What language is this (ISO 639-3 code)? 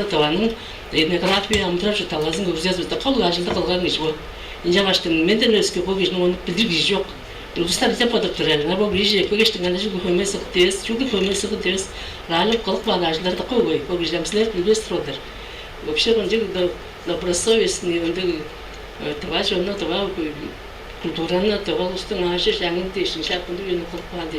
tyv